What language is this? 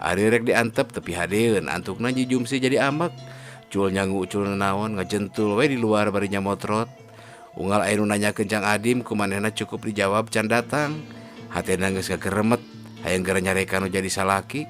Sundanese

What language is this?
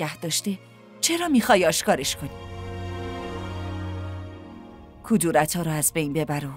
Persian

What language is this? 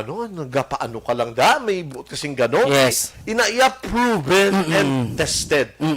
Hiligaynon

